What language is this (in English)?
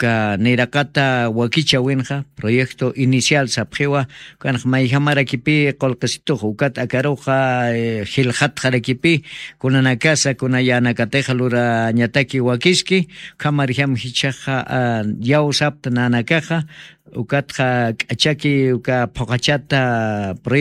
Aymara